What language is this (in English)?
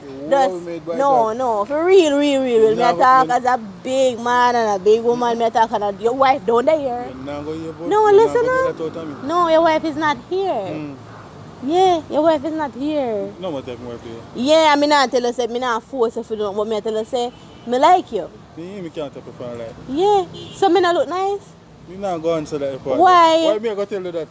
Jamaican Creole English